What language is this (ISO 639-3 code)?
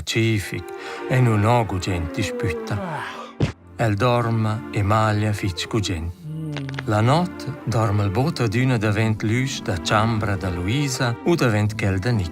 roh